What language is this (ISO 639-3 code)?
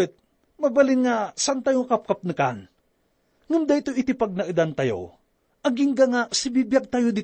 ilo